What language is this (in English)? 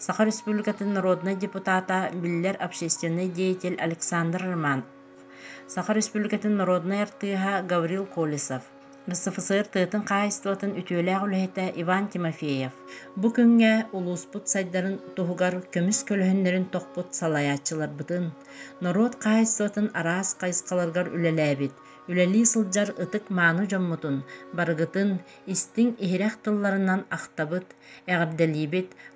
Yakut